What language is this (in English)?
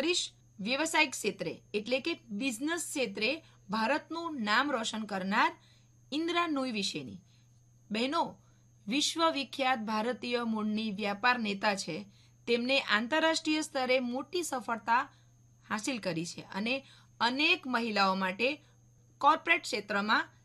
Gujarati